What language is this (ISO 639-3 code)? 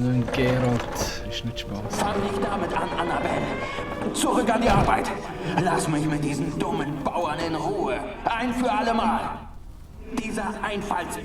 gsw